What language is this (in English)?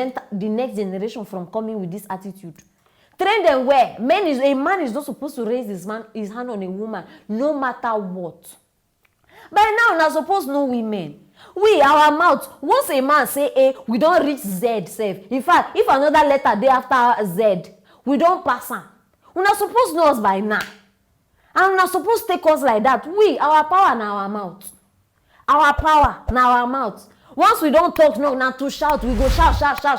Nigerian Pidgin